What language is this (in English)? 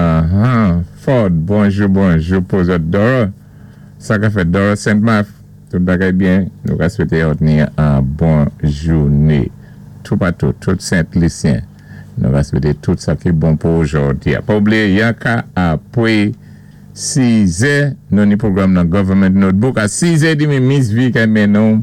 Saint Lucian Creole French